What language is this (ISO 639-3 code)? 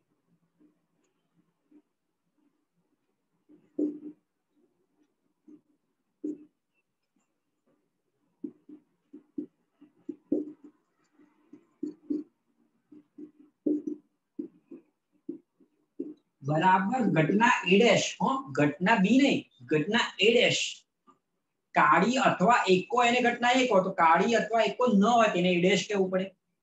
guj